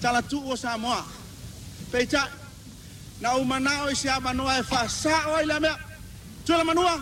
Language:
Samoan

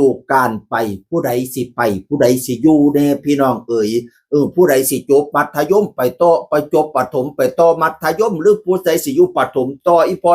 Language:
Northeastern Thai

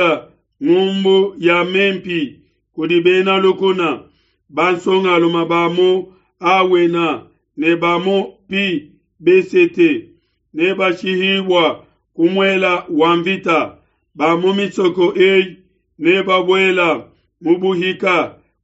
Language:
Luba-Lulua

